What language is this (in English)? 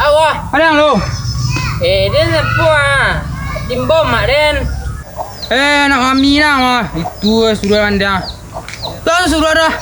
Minangkabau